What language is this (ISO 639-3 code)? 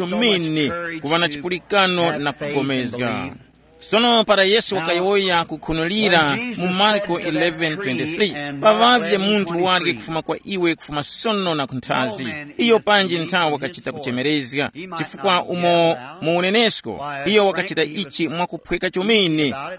tum